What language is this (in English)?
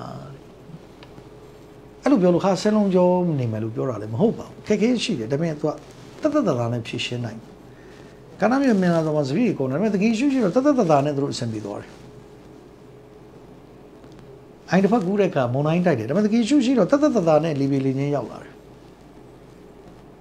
Burmese